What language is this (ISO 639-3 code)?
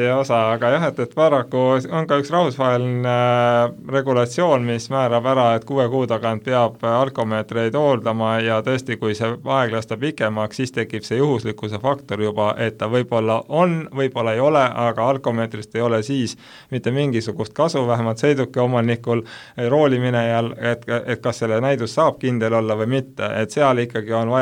est